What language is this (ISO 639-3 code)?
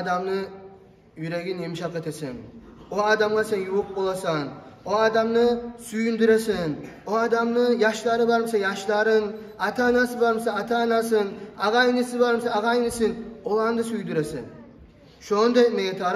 kum